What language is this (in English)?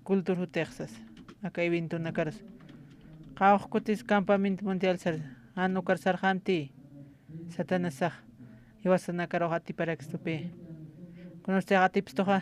Aymara